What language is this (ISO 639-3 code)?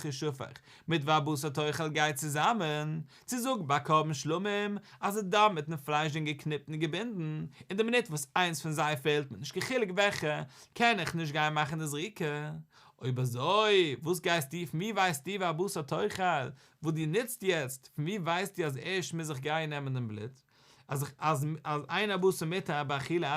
yid